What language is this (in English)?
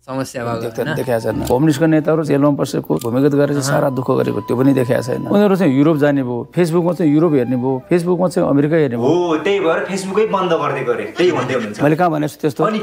Nepali